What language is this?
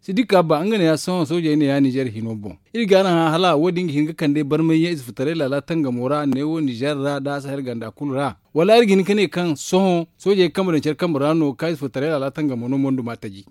Zarma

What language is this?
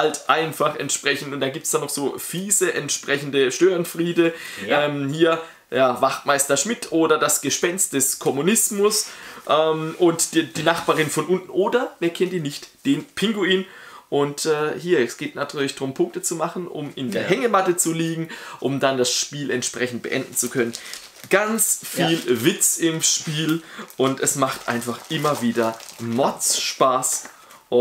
German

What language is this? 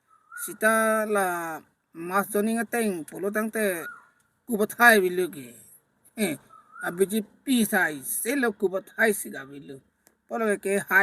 Karbi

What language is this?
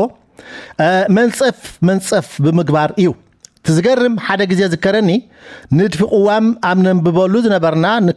Tigrinya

